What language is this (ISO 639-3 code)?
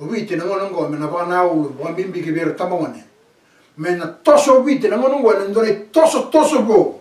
fij